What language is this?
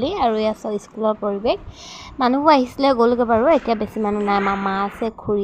Assamese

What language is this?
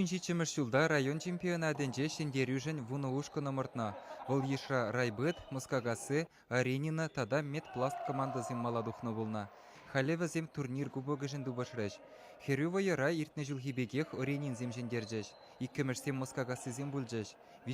Chuvash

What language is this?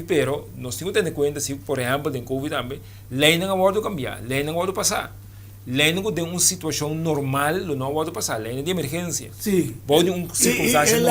Papiamento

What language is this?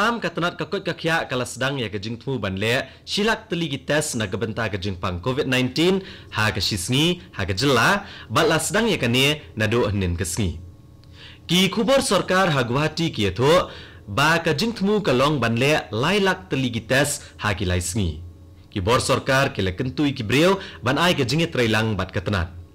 Khasi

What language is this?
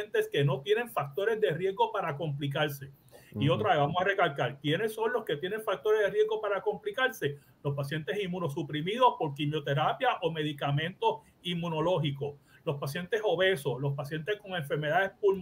Spanish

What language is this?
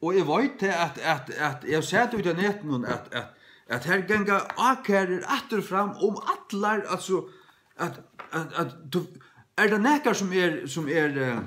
Faroese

